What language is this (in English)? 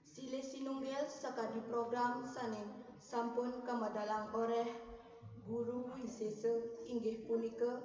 Balinese